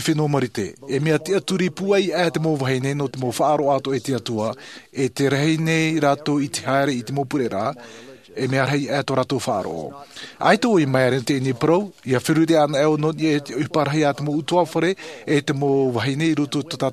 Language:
Tahitian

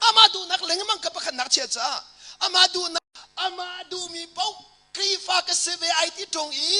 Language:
Hakha Chin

